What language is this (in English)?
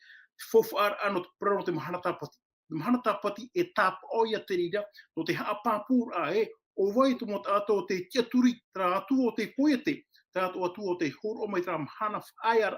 Tahitian